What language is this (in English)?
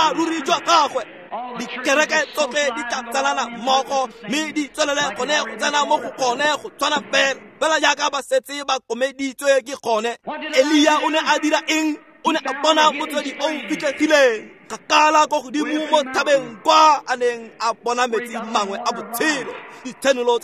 Tswana